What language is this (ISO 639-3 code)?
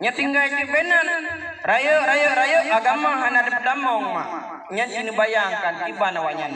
ace